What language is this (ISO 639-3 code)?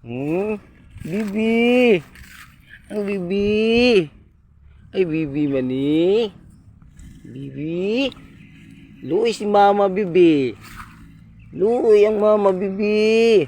ceb